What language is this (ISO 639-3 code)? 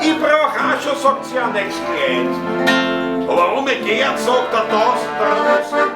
bar